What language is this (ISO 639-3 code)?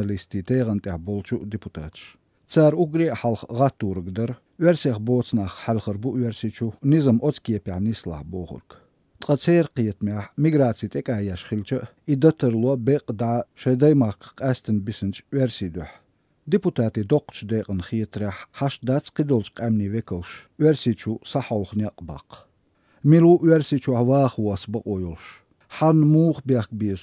che